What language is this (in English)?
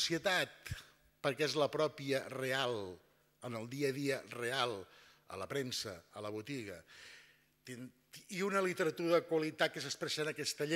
Catalan